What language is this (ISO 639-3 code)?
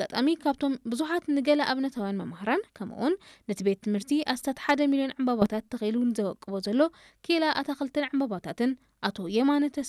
tir